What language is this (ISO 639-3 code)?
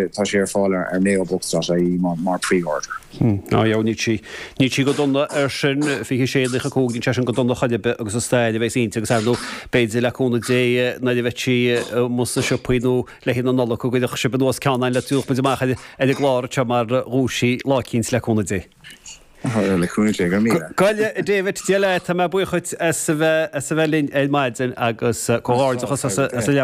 gle